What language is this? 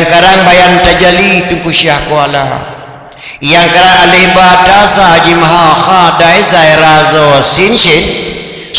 Achinese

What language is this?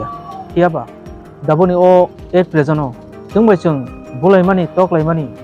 Kok Borok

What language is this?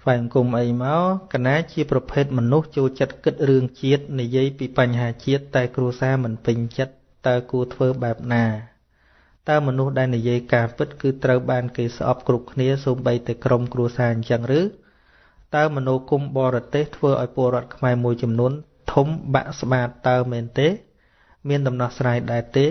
Khmer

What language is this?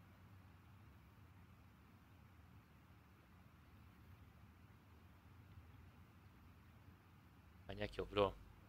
Hungarian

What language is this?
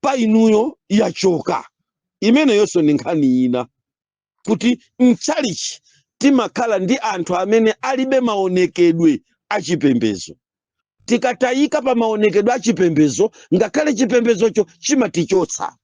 Nyanja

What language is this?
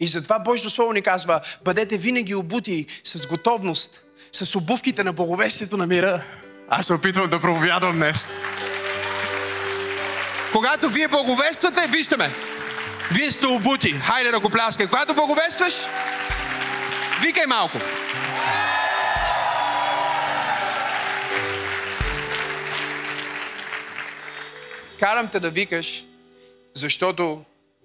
Bulgarian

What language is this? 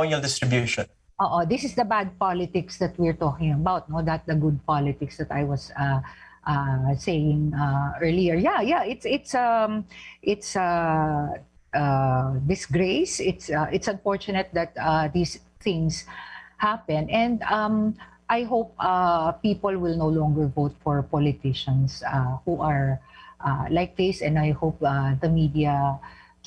Filipino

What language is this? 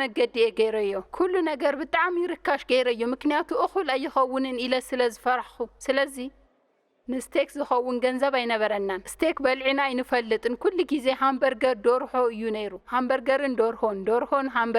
Tigrinya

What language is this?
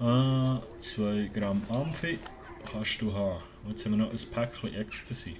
Swiss German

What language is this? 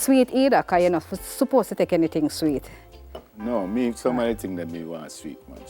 Jamaican Creole English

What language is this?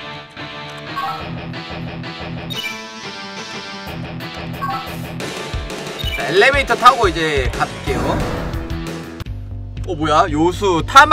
Korean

